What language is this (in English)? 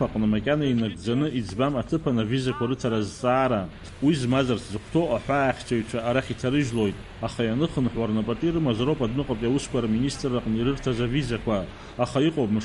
Abkhazian